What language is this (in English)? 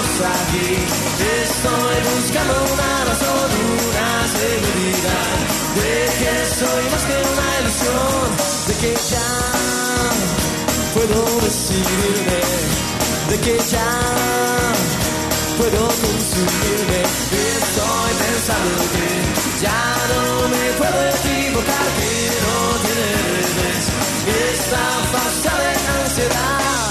Spanish